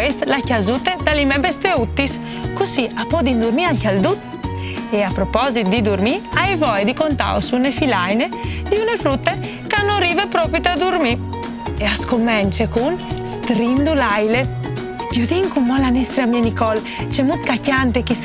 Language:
Friulian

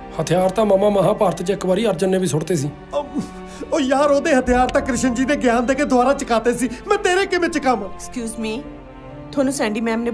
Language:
Punjabi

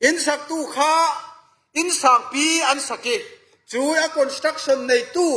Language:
Falam Chin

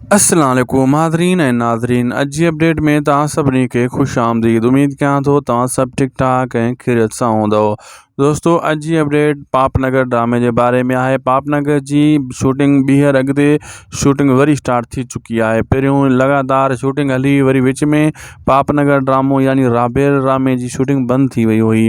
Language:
Sindhi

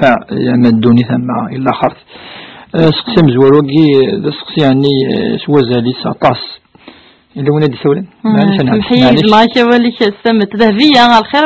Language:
Kabyle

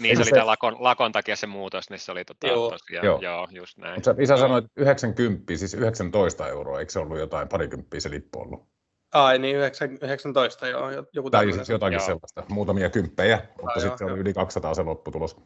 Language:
Finnish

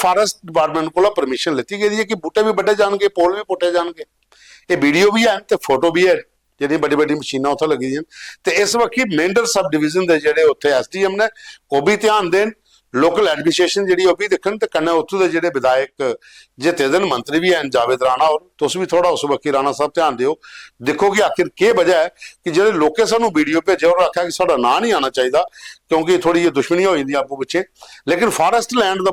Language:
Dogri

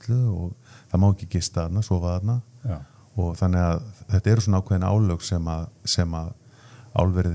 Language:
Icelandic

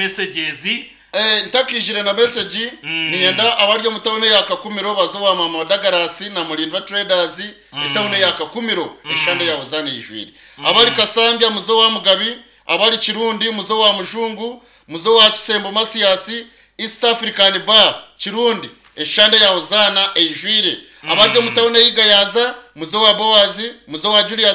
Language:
Nyankole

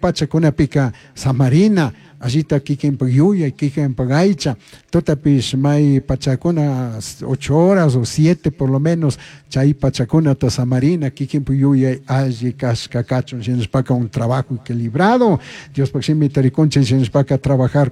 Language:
Chimborazo Highland Quichua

